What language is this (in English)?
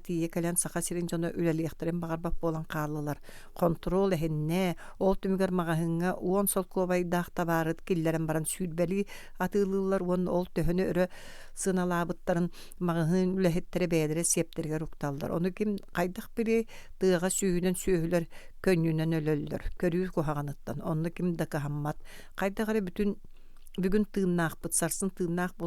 Yakut